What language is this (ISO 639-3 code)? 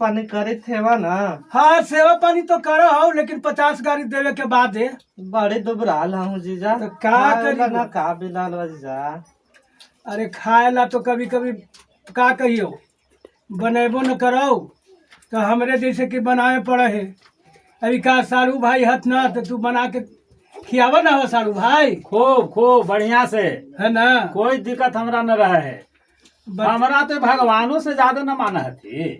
mag